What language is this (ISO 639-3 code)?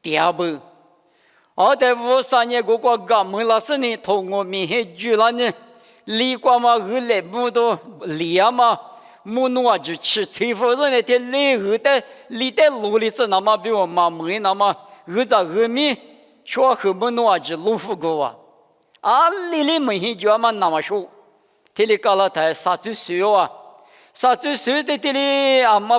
lis